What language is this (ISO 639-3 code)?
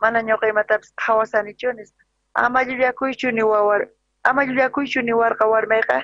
quh